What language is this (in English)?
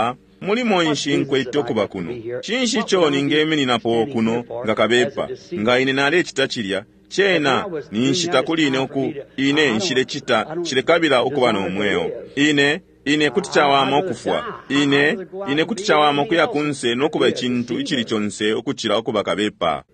Bemba